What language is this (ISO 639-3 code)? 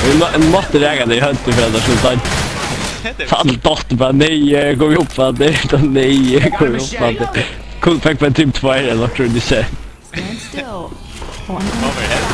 fao